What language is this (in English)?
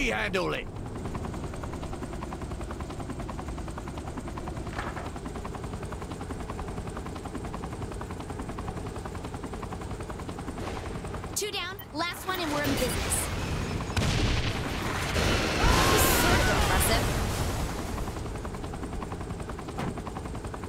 English